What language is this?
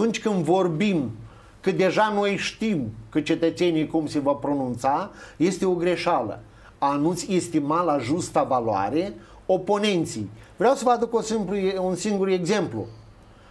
Romanian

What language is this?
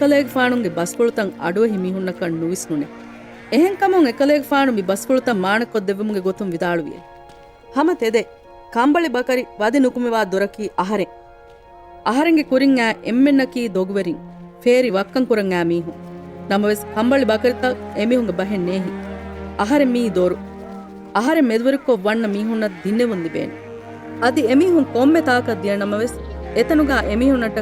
Divehi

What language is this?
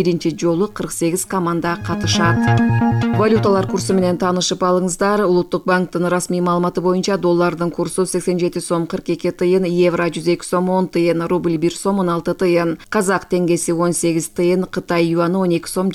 Kyrgyz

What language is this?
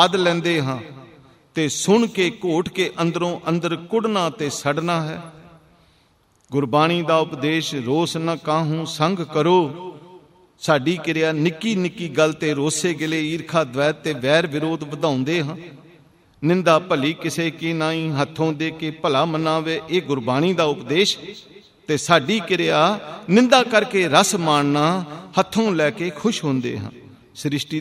Punjabi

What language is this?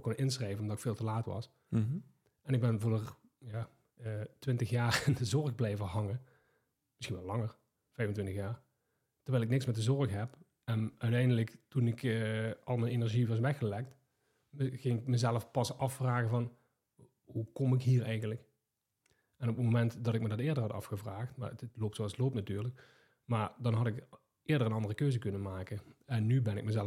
Dutch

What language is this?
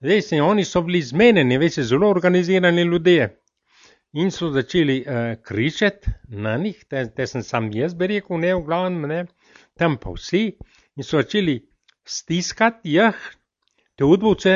Slovenian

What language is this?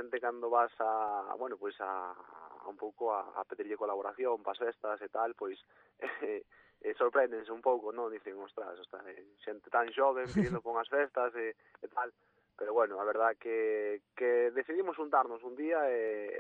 Galician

